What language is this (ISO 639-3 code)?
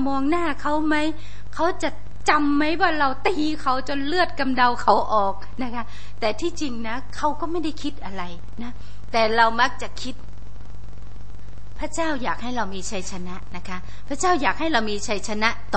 tha